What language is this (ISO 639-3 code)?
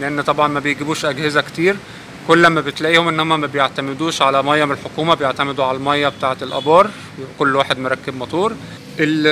arz